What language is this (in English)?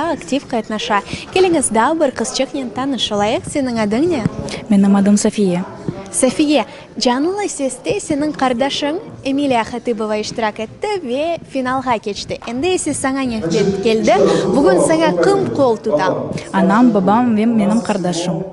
Crimean Tatar